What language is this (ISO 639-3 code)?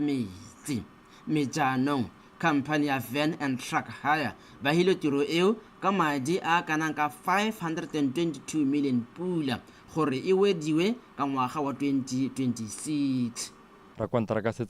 tsn